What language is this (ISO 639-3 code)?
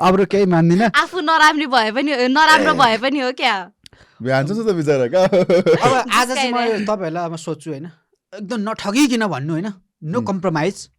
nep